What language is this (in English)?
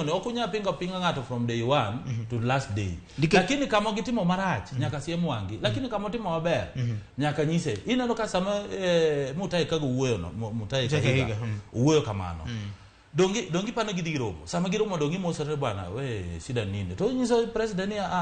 Luo (Kenya and Tanzania)